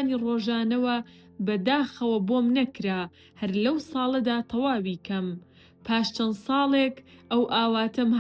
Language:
Central Kurdish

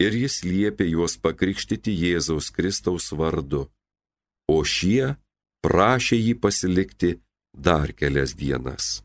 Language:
Lithuanian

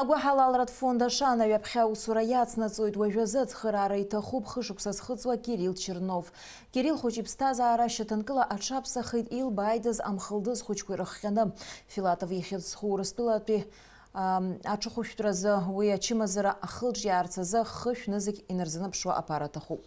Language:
Abkhazian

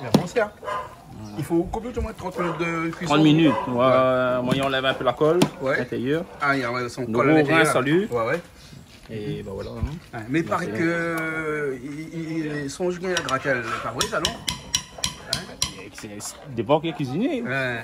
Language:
Réunion Creole French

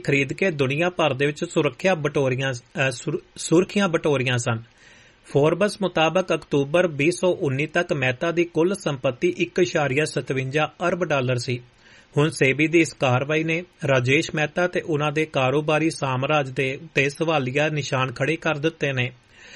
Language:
Punjabi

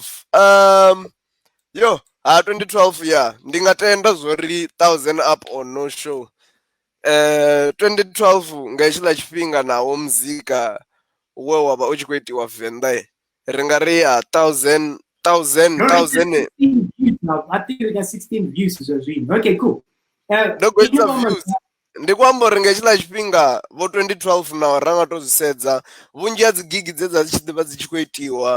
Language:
Venda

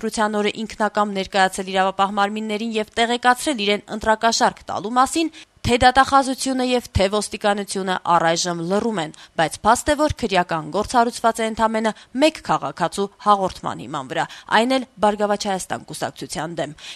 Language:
Armenian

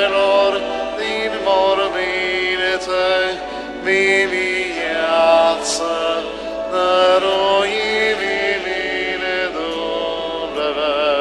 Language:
Romanian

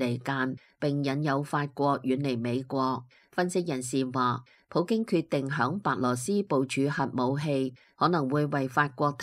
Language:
Cantonese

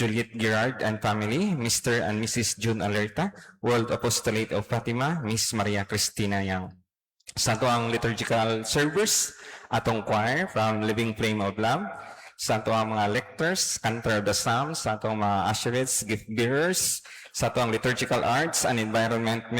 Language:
Cebuano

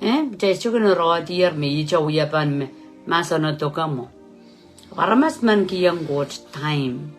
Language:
Pohnpeian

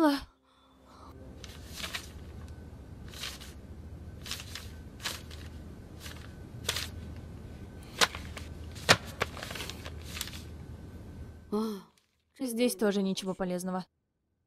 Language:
Russian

